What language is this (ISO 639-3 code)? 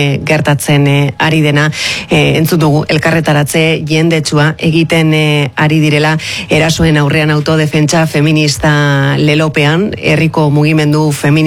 eus